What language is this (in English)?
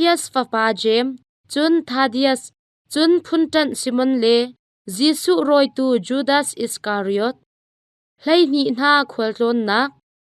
Hakha Chin